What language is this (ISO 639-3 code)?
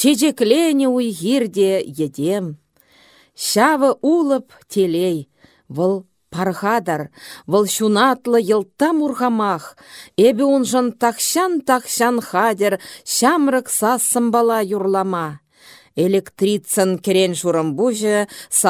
chv